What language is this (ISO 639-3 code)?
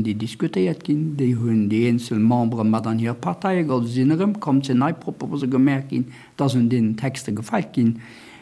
ltz